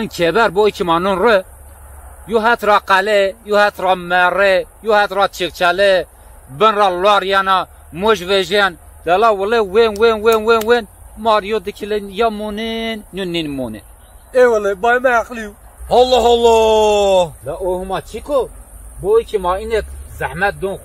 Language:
Zaza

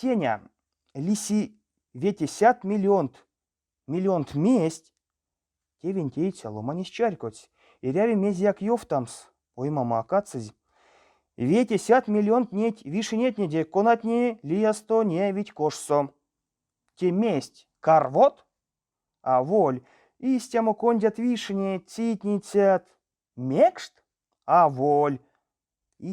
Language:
Erzya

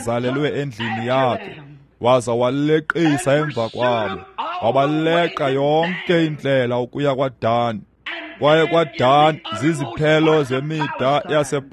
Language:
Xhosa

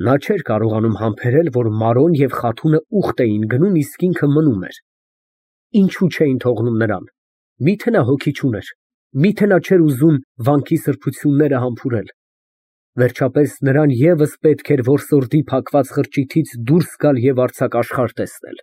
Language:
Armenian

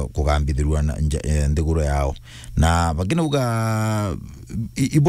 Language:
Meru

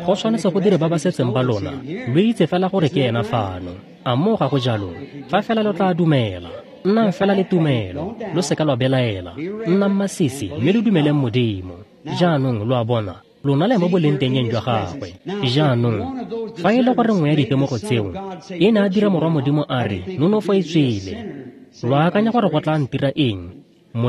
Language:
Tswana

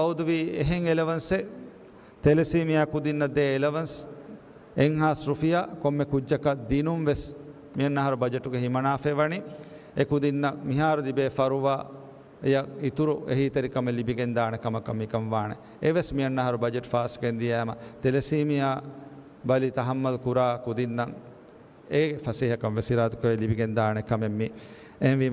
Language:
Divehi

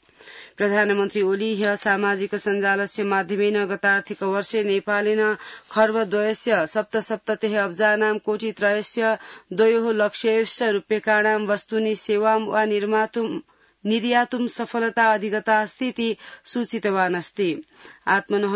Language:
Sanskrit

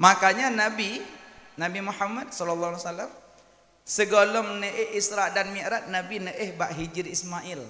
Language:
Achinese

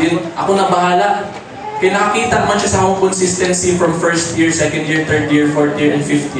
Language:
Cebuano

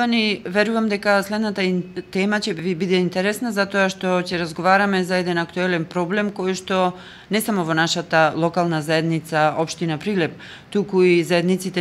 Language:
Macedonian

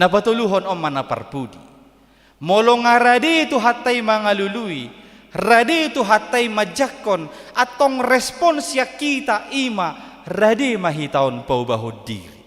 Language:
Batak Toba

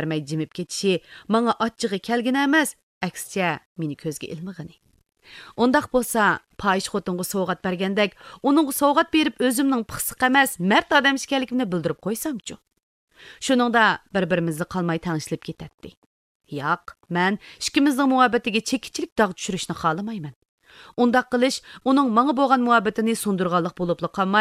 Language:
Uyghur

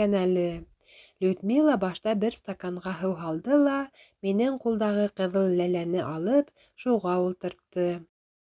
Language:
Bashkir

